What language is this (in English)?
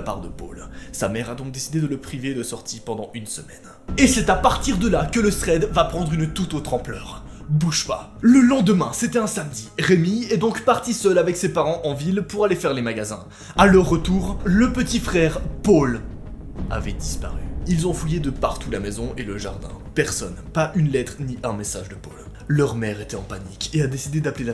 French